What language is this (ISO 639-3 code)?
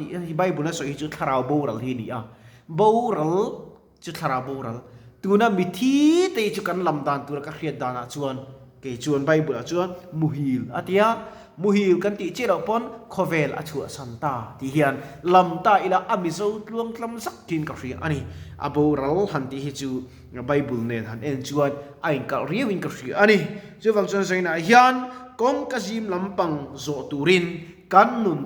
lus